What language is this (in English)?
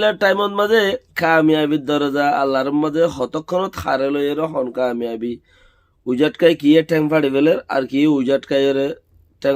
Rohingya